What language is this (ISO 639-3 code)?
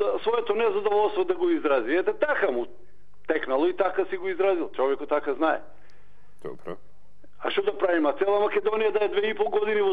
mkd